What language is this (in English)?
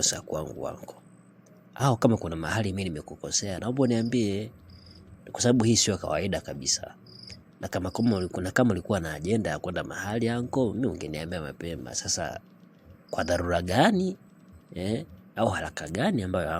Swahili